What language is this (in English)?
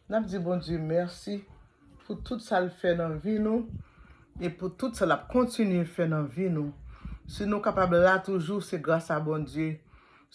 Haitian Creole